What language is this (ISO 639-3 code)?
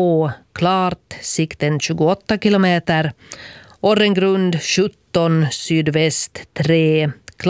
swe